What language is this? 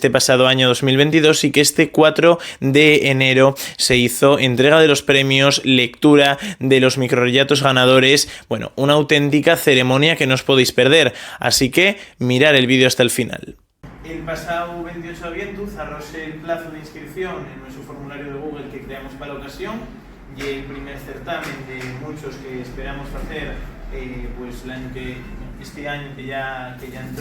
Asturian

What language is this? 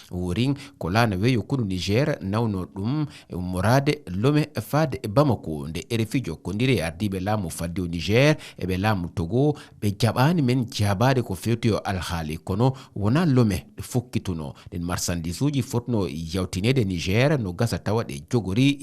Fula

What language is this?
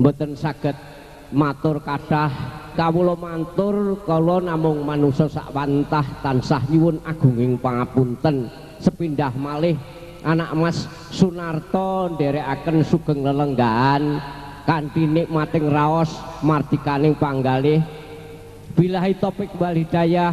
Javanese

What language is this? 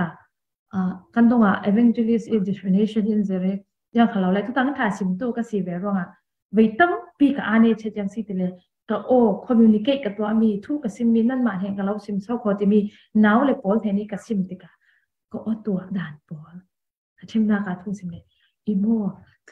Falam Chin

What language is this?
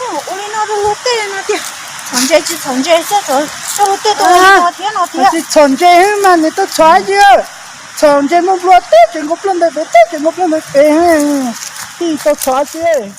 Hmong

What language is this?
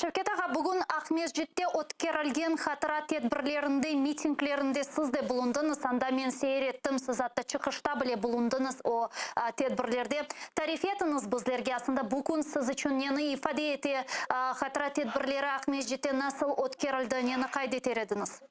Crimean Tatar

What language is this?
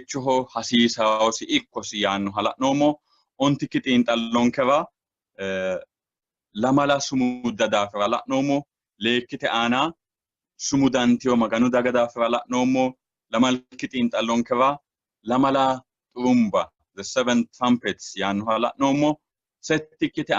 Sidamo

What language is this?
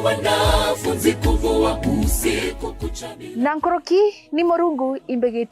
Meru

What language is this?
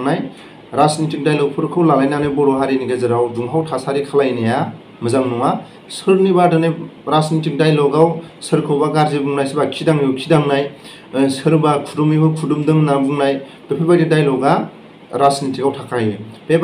Bodo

